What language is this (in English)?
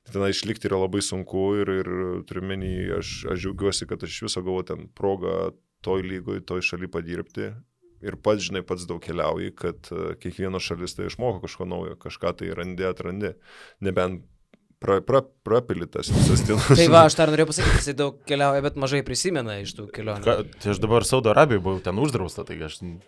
Lithuanian